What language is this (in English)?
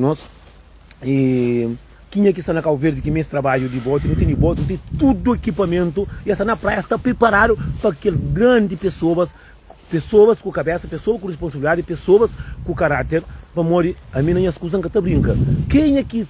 Kabuverdianu